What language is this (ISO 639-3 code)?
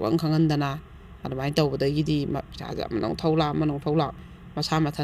mni